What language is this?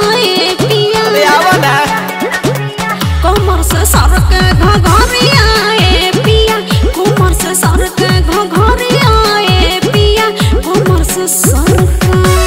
Bhojpuri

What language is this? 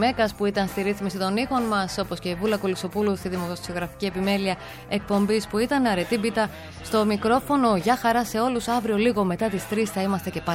Greek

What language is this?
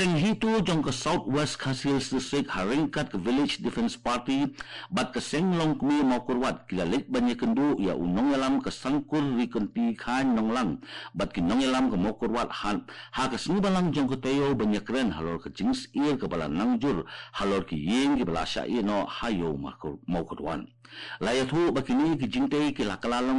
Khasi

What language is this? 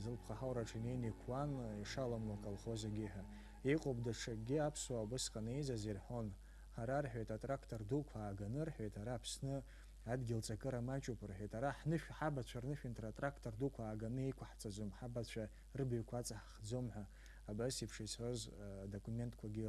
Abkhazian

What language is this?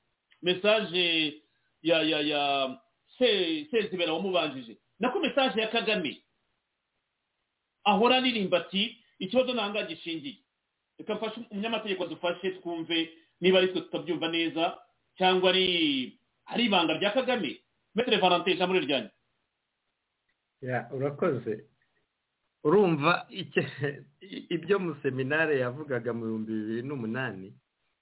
Kinyarwanda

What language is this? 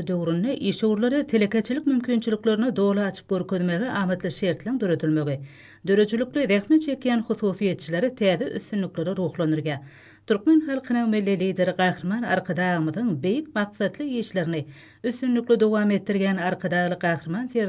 Turkmen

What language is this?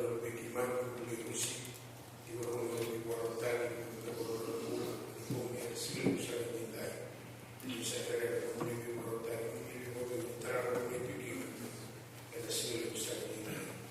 Fijian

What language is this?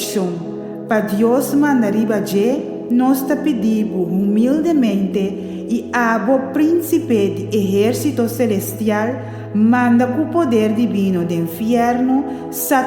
Papiamento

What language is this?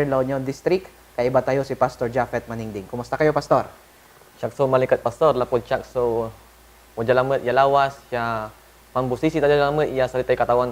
Pangasinan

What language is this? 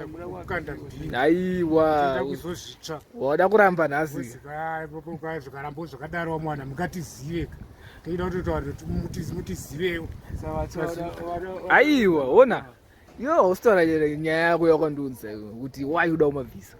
Shona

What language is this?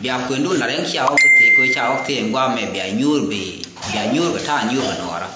Nuer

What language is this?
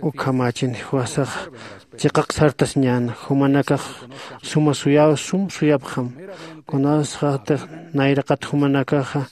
Aymara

